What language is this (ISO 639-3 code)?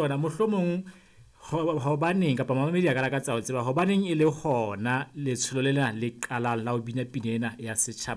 sot